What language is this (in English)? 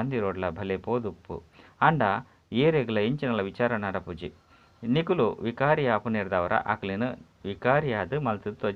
Tulu